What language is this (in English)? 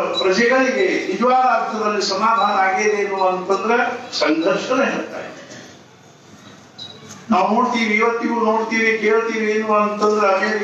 Kannada